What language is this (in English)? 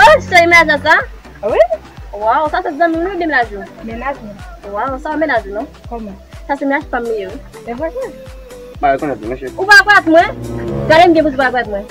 Haitian Creole